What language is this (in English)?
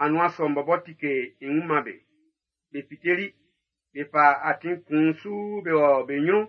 Baoulé